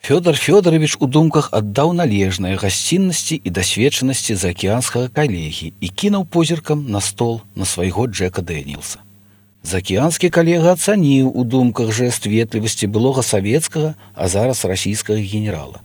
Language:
Belarusian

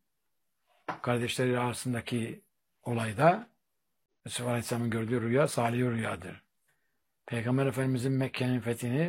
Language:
Turkish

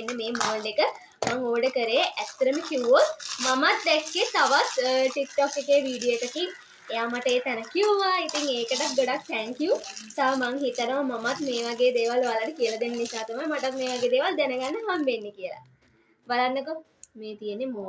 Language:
Sinhala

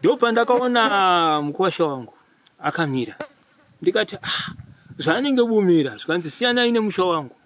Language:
Shona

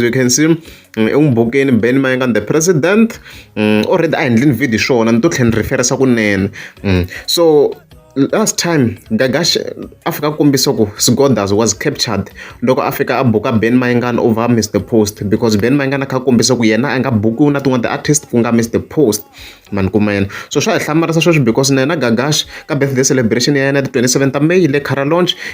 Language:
Tsonga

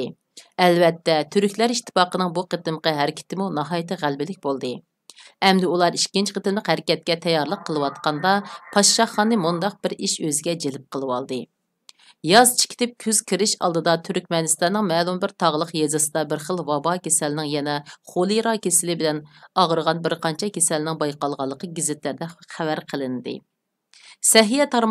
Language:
Uyghur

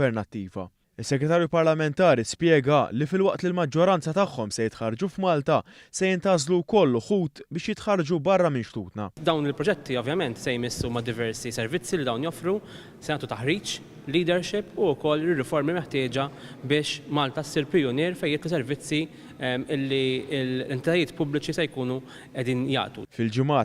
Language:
Maltese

